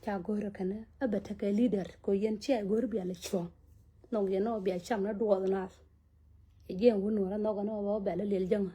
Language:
Nuer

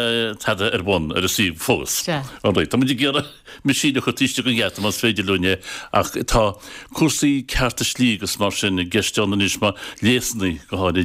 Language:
Irish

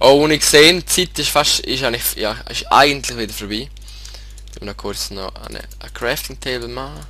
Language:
Swiss German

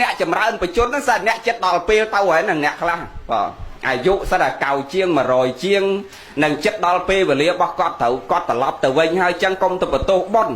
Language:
Khmer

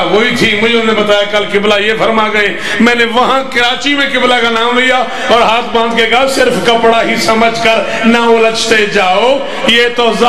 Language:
Urdu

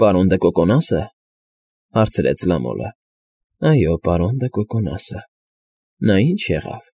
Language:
Armenian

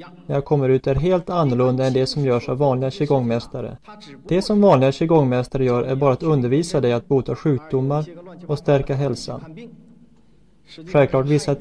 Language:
Swedish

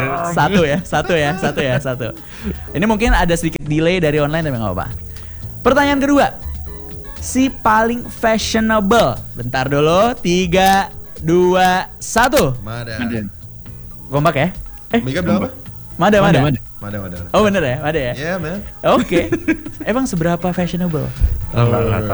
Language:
Indonesian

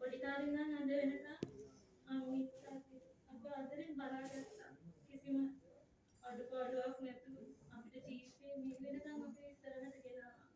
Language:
Sinhala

